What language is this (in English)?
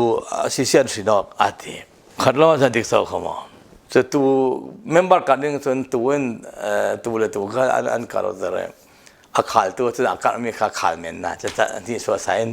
Falam Chin